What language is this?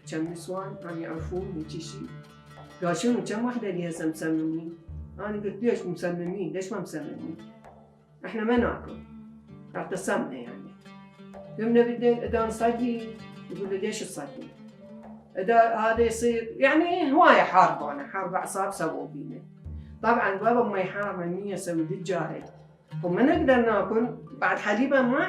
Mesopotamian Arabic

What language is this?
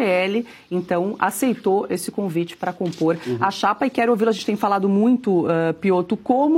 Portuguese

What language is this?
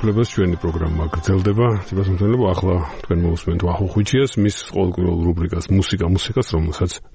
Georgian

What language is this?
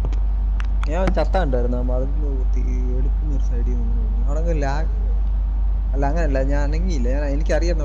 Malayalam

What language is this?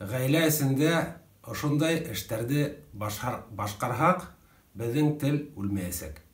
Bashkir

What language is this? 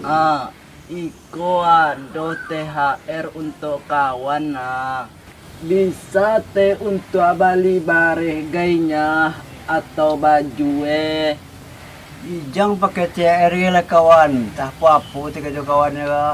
Minangkabau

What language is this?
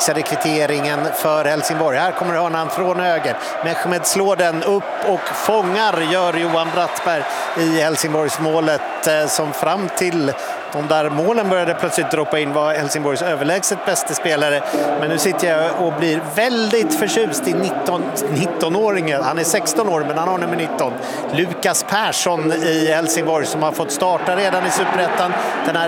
Swedish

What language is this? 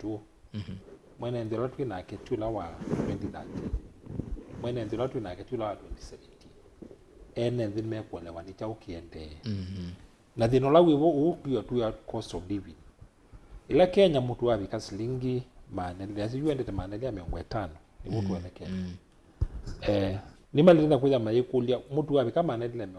Kamba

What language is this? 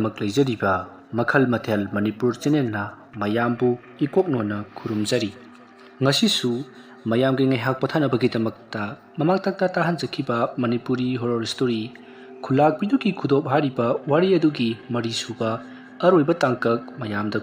Manipuri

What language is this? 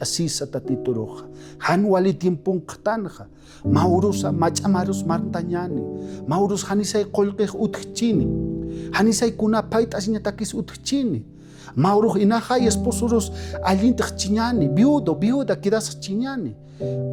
Aymara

